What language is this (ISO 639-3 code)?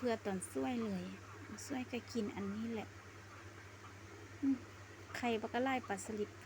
lao